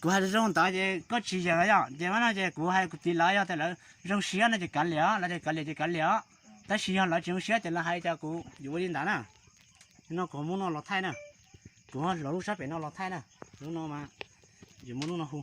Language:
Hmong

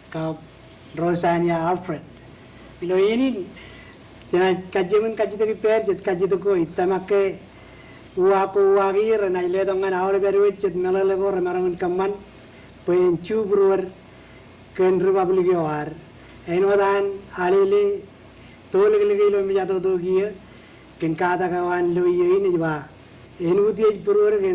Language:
Marshallese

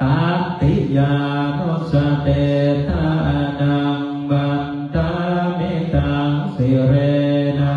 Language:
Pali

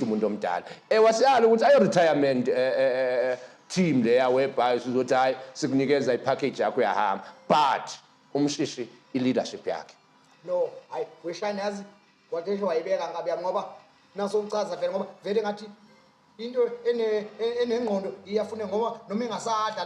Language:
Zulu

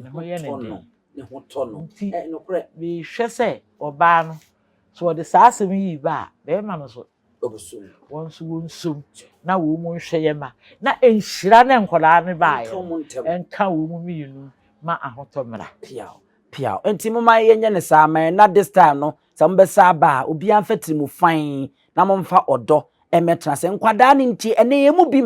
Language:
Akan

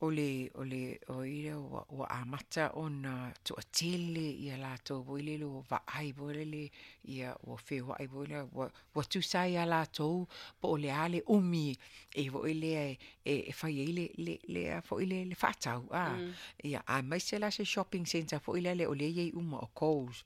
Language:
Samoan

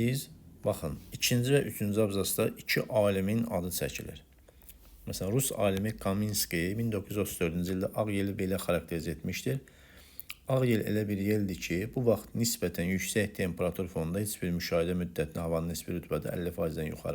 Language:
Azerbaijani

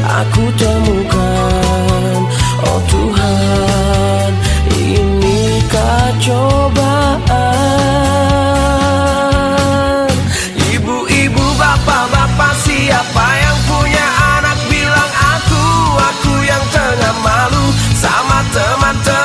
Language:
Indonesian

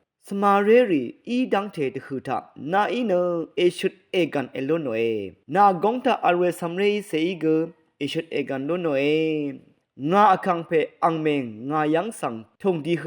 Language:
Rawang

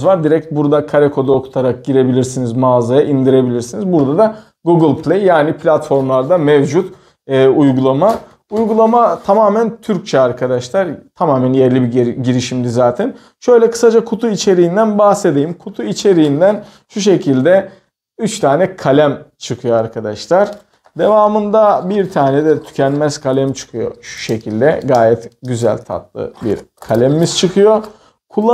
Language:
Turkish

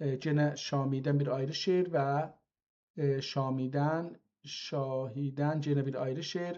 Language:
South Azerbaijani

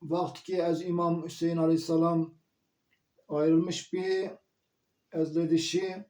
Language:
Zaza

